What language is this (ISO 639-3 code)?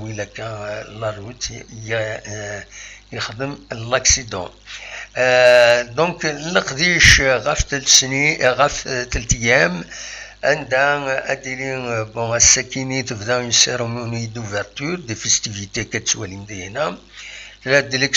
kab